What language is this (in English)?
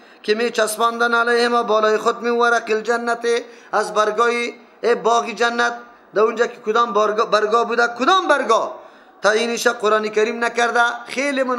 Persian